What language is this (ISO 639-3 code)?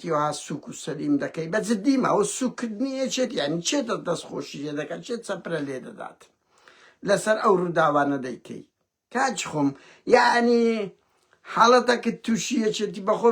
ckb